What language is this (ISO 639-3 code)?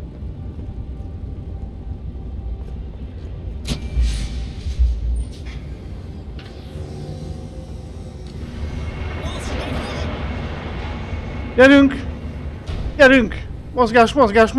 hun